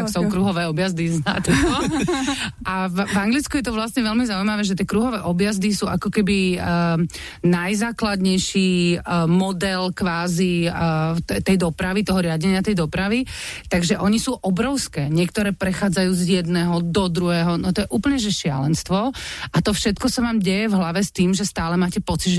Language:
Slovak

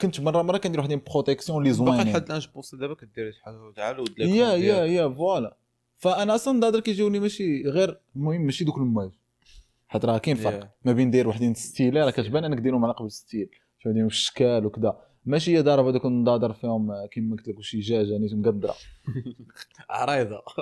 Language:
Moroccan Arabic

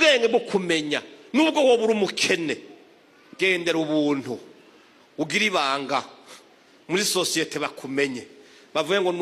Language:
Rundi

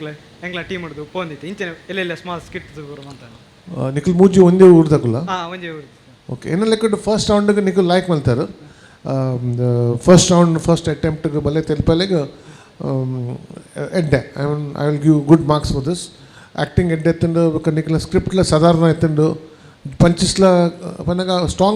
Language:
Tulu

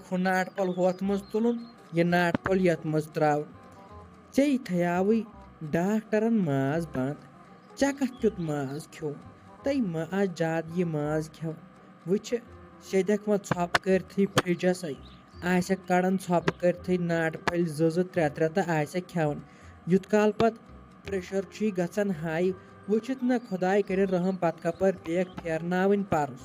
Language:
Kashmiri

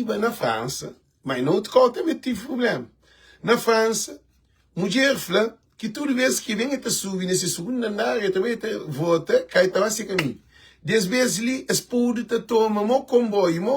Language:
Kabuverdianu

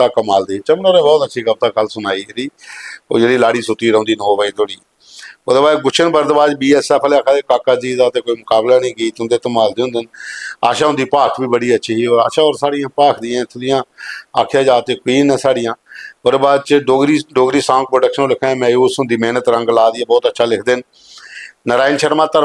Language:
Dogri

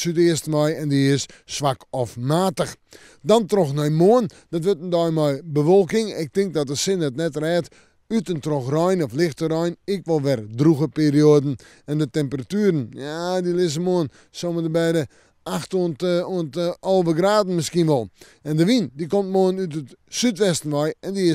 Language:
Western Frisian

